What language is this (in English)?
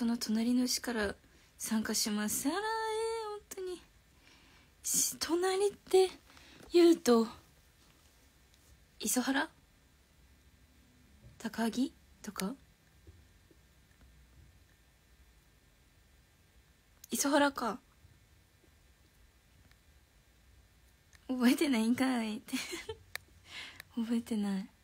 Japanese